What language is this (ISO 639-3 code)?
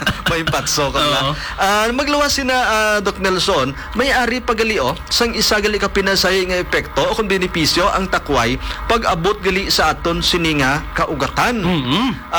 hil